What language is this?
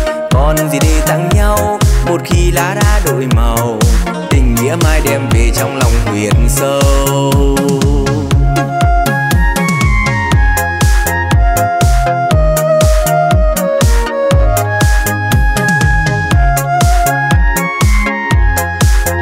Vietnamese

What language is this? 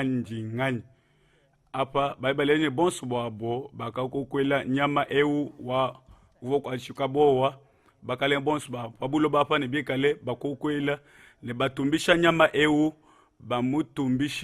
Luba-Lulua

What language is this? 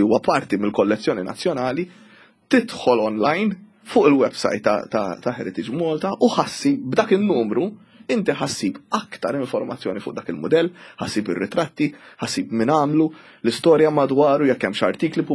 Maltese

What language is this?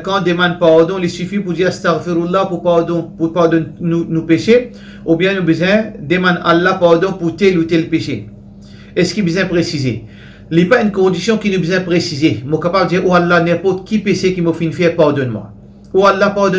Morisyen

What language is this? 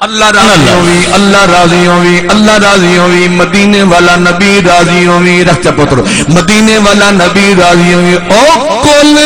Saraiki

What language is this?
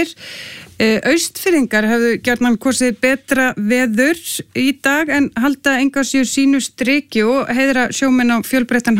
Icelandic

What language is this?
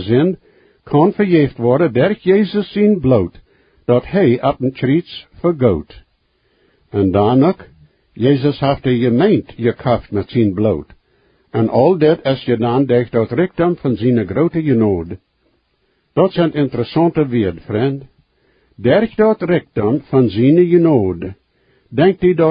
Plautdietsch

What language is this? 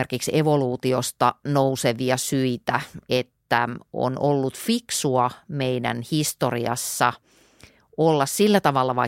Finnish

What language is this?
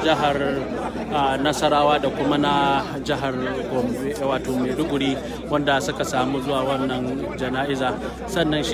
Hausa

